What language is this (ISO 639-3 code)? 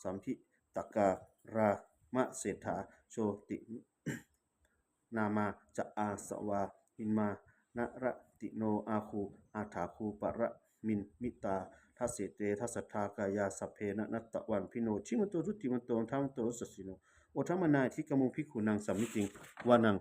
pli